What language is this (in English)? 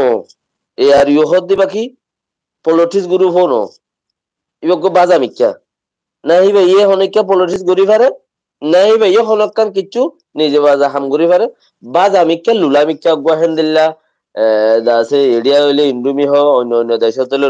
Rohingya